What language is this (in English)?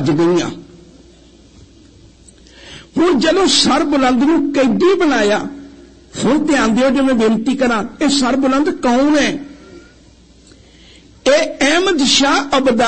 Punjabi